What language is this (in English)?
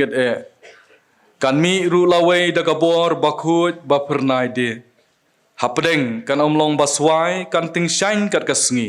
Khasi